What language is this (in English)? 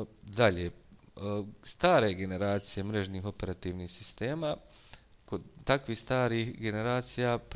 Bosnian